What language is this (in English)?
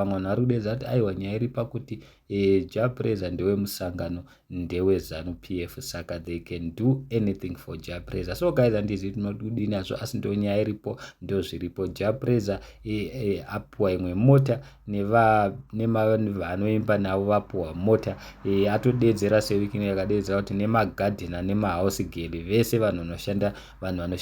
Shona